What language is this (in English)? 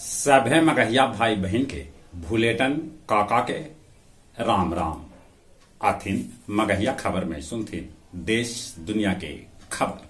Magahi